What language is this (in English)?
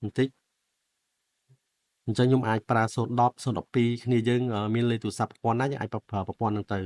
Khmer